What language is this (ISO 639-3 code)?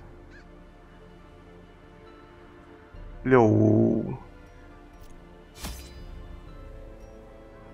zho